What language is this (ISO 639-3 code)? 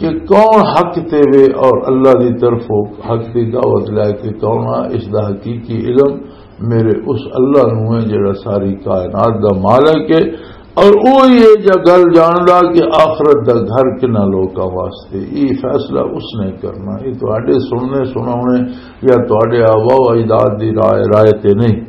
lah